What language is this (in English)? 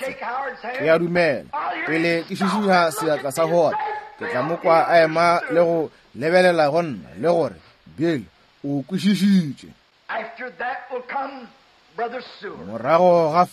Northern Sotho